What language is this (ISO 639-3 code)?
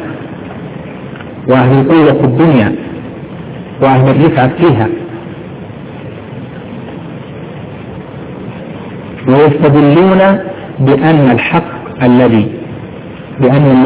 ara